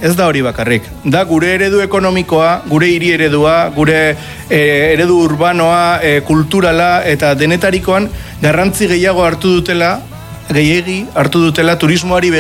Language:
Basque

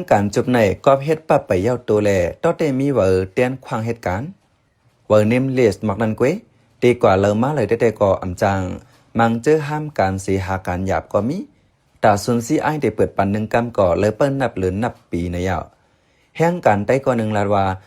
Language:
Shan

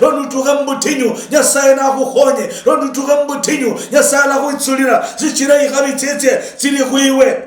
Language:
Luyia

